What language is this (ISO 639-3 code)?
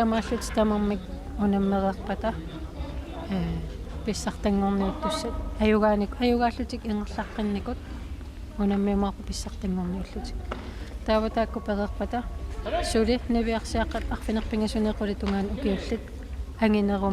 kal